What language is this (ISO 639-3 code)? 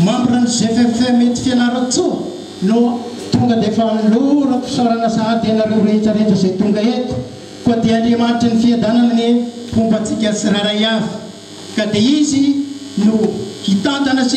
mlg